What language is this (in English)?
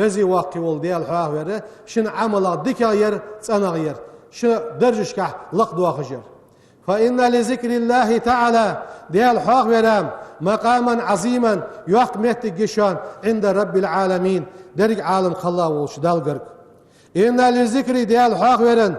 Ingush